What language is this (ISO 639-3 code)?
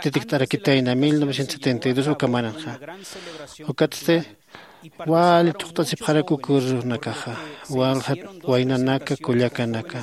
aym